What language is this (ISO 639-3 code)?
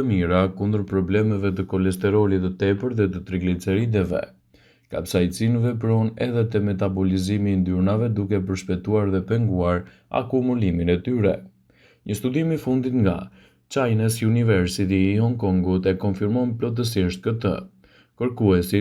sqi